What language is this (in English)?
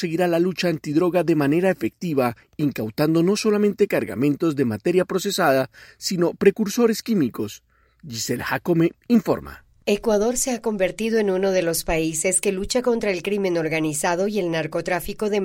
Spanish